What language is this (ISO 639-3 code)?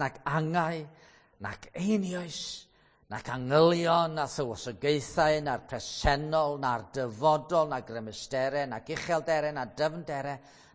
cym